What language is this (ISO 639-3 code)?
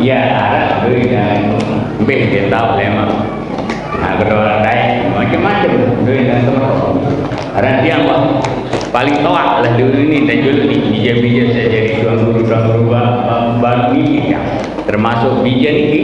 sas